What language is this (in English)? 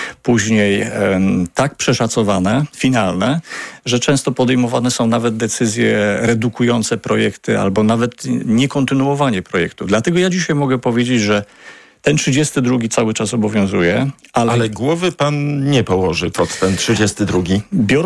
Polish